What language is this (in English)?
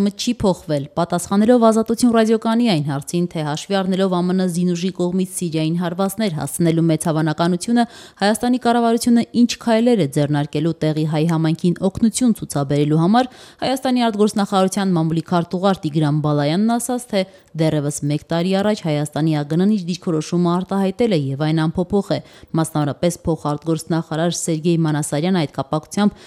Armenian